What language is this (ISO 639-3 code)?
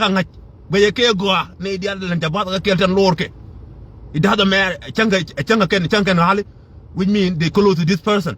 nus